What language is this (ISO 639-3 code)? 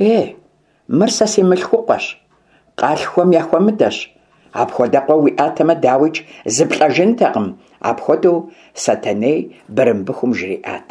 kbd